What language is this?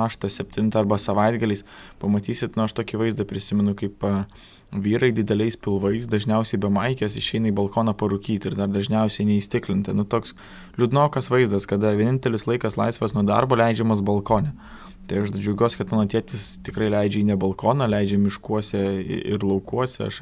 Lithuanian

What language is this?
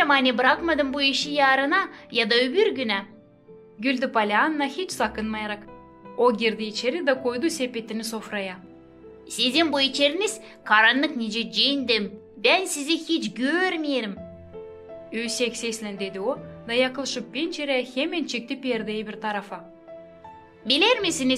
Gagauz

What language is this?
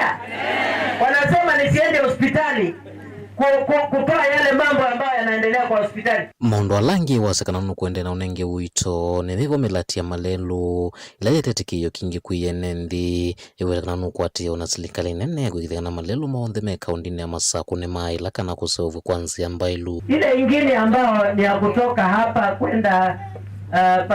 Kamba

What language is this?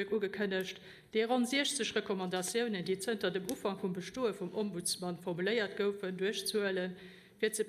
Luxembourgish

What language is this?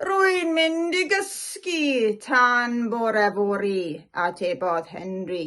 Welsh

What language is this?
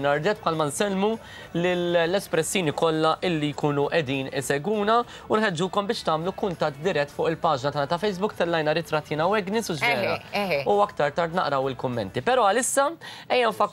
Maltese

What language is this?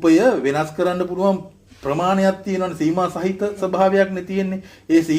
Sinhala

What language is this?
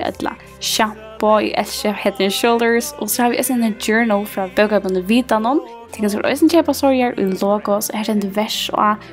Faroese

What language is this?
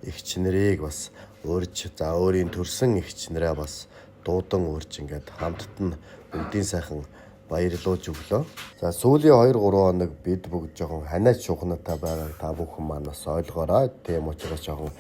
Mongolian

